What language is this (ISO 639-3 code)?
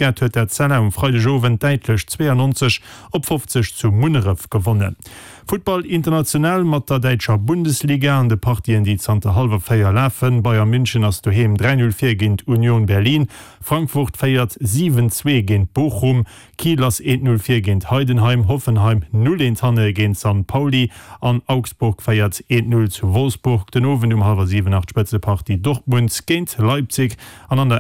ltz